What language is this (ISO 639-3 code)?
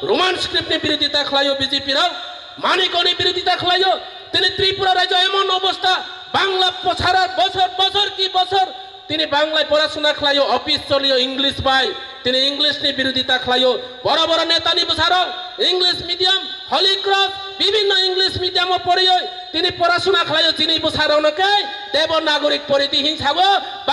trp